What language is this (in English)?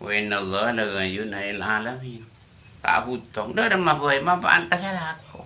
Madurese